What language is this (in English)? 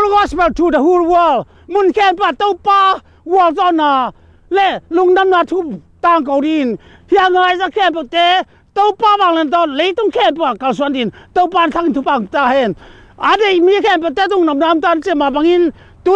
Tedim Chin